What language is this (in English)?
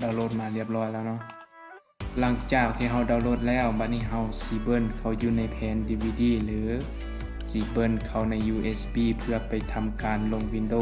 Lao